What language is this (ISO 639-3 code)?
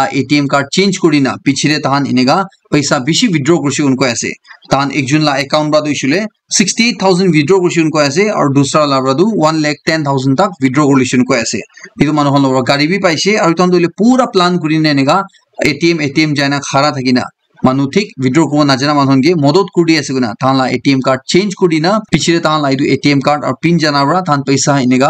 nag